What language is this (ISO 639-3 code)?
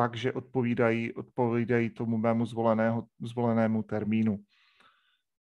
ces